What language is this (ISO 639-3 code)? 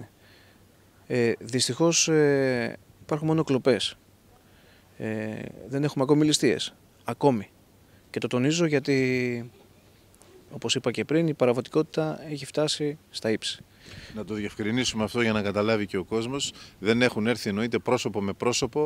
ell